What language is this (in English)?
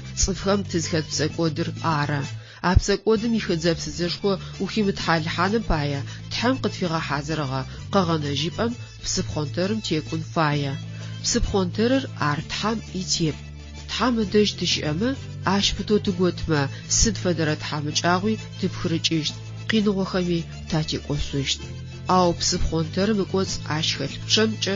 Adyghe